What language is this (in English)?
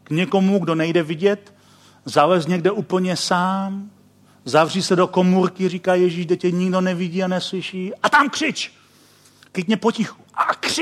Czech